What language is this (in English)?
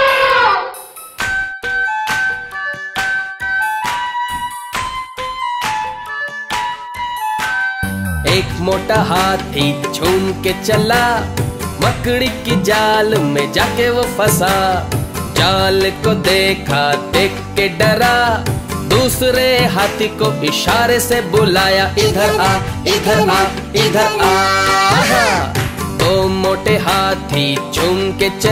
Hindi